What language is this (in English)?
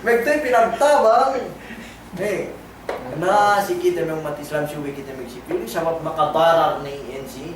Yakan